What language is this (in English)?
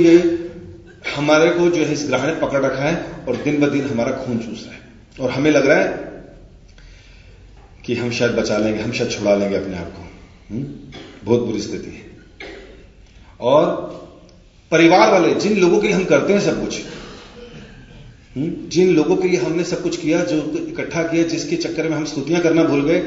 Hindi